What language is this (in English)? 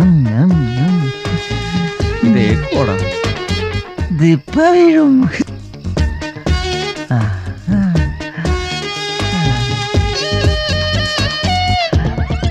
Malayalam